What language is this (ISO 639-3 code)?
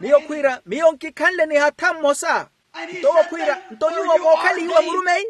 vmw